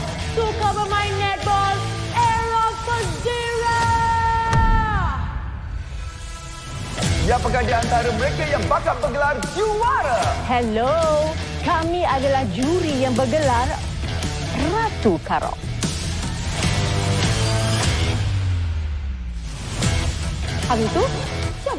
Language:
Malay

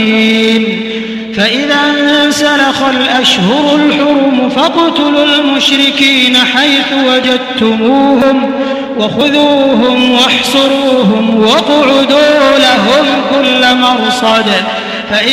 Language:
Arabic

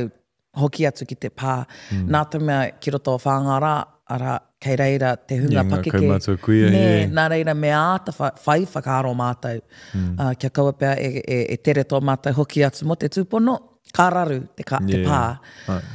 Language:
Māori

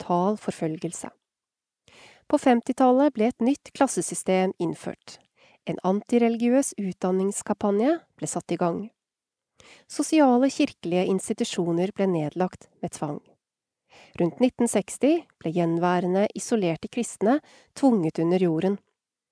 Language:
Norwegian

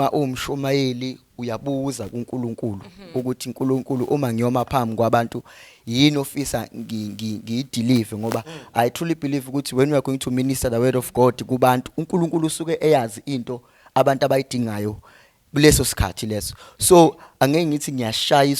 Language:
Zulu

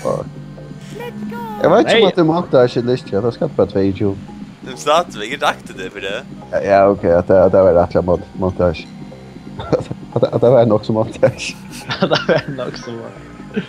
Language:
Faroese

